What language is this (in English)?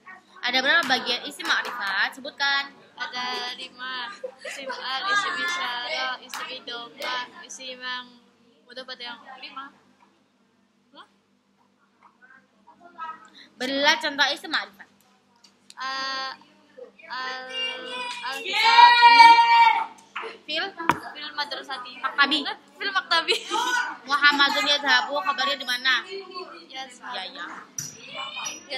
Indonesian